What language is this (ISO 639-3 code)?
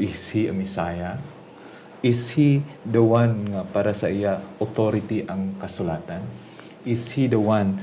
hil